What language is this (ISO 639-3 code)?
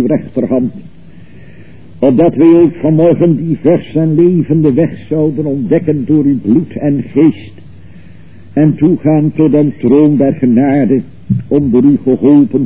nld